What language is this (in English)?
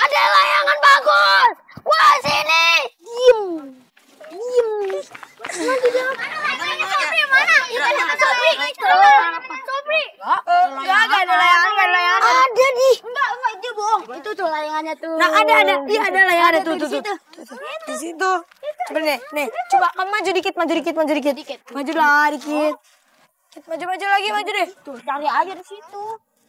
Betawi